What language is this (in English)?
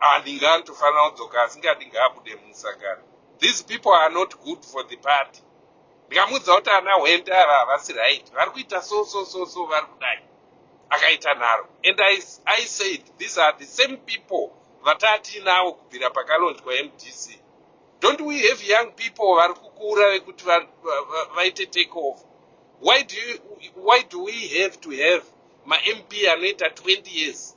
Shona